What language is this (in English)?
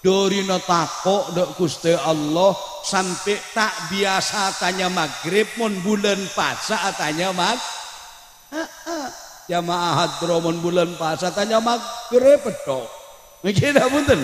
Madurese